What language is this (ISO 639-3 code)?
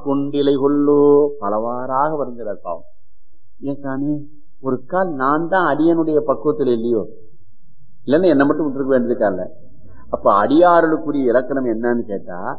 tam